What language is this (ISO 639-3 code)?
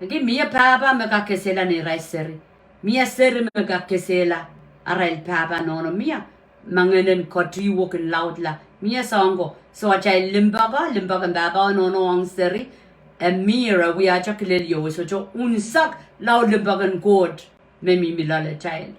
pon